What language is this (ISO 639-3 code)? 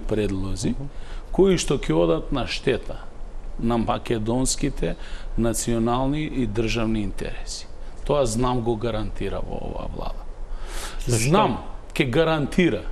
mkd